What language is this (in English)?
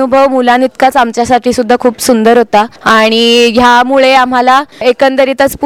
Marathi